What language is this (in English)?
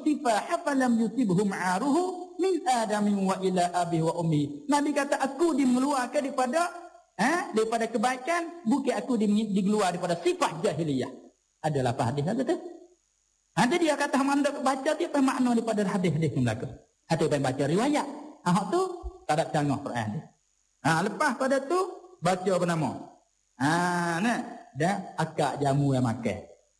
Malay